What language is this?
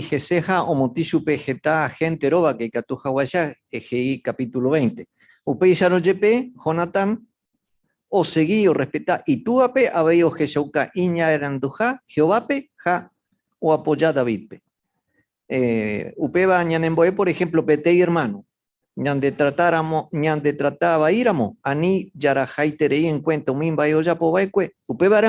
Guarani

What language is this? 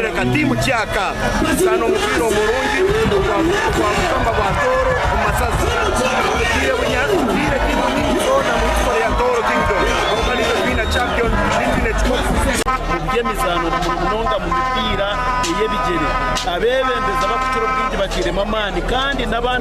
Nyankole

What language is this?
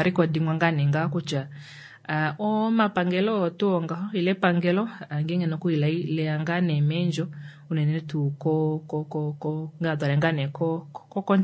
Kuanyama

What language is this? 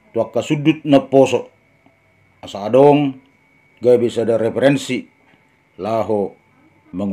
Batak Toba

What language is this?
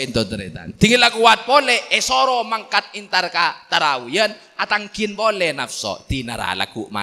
Madurese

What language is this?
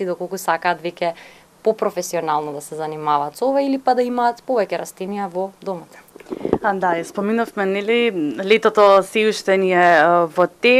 Macedonian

